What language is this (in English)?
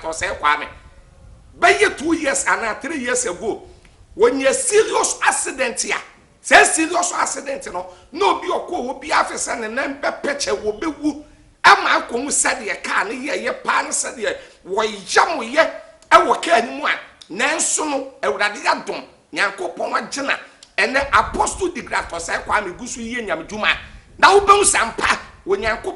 Akan